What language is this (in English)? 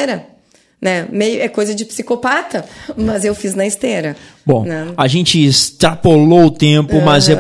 Portuguese